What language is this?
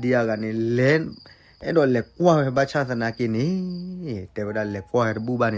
S'gaw Karen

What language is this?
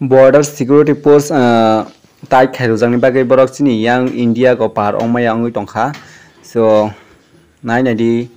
Kok Borok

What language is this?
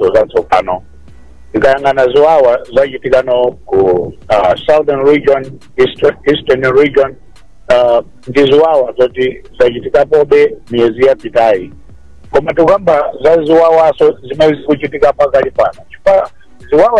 Nyanja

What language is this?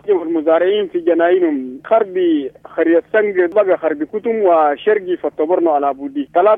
Sudanese Arabic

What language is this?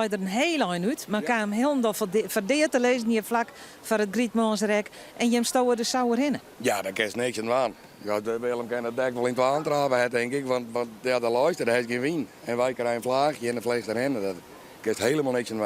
Western Frisian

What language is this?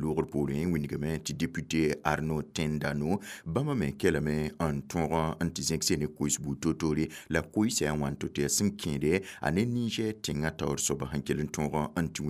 Mossi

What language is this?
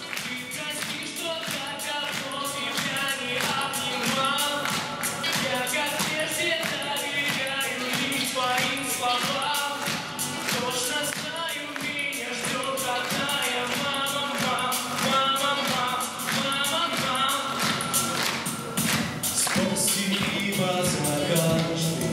Russian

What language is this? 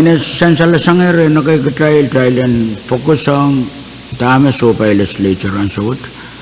Pohnpeian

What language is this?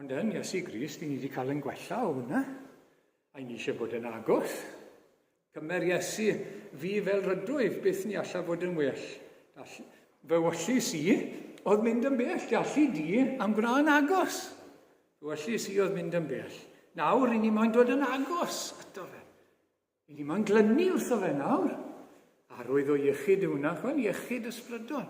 Welsh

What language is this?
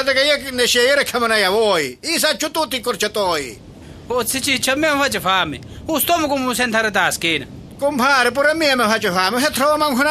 Sicilian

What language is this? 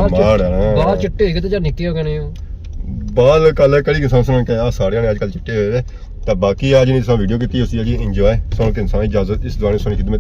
Pahari-Potwari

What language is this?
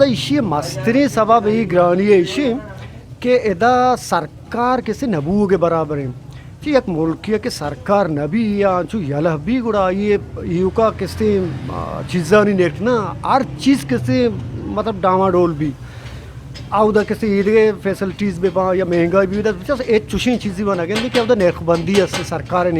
Eastern Balochi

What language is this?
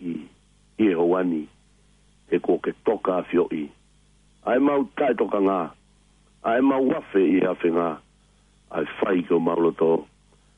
Tongan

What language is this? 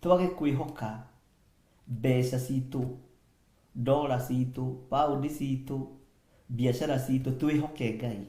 Kikuyu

